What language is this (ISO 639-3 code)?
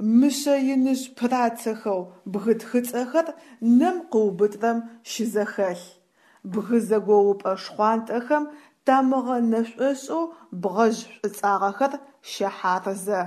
ady